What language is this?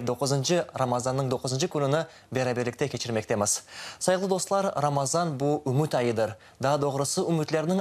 Crimean Tatar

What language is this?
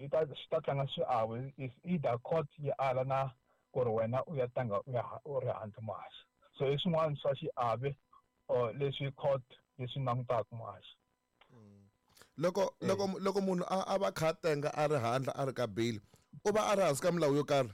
Tsonga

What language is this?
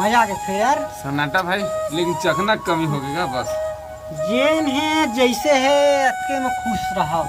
Chhattisgarhi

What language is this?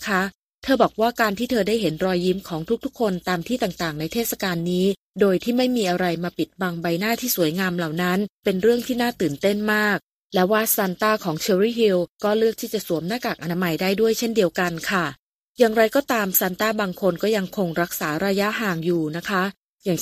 Thai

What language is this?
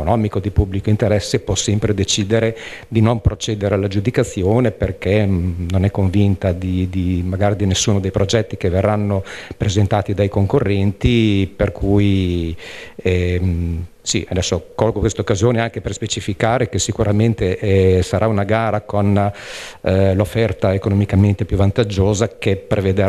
Italian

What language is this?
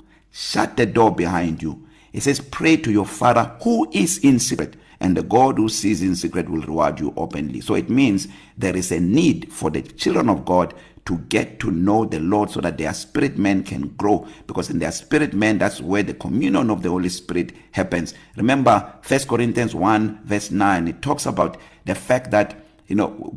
English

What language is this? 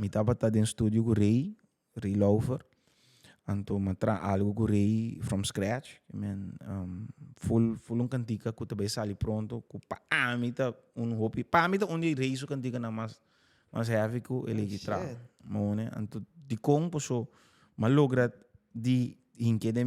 Papiamento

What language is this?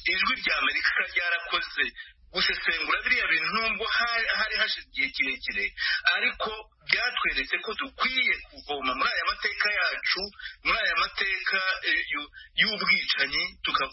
Kinyarwanda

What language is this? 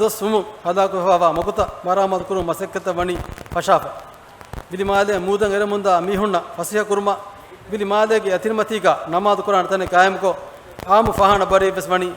Divehi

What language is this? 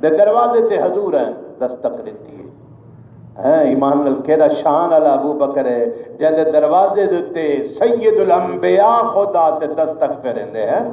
Saraiki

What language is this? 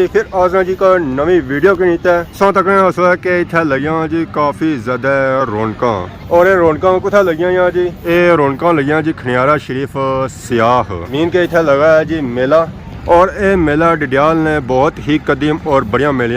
Pahari-Potwari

